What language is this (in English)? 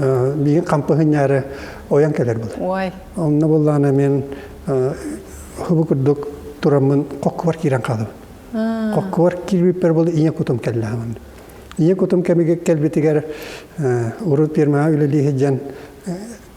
Yakut